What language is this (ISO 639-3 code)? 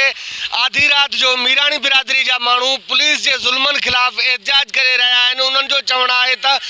snd